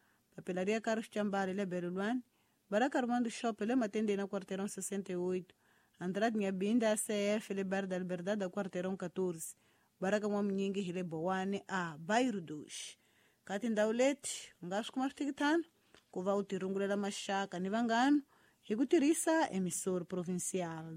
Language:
Tsonga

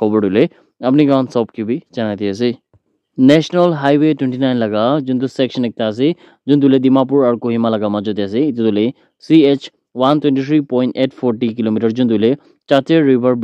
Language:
Naga Pidgin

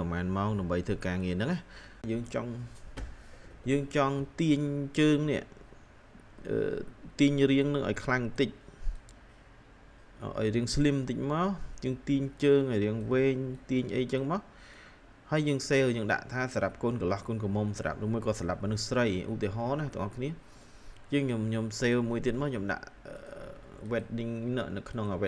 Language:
Khmer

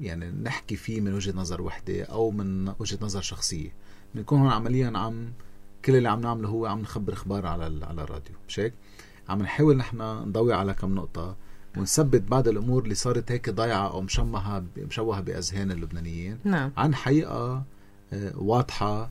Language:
North Levantine Arabic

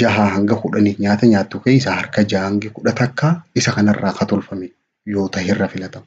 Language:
Oromo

